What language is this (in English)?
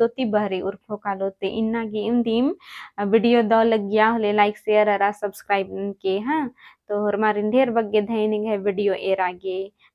Kurukh